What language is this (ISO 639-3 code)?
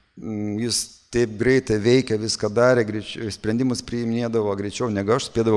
lit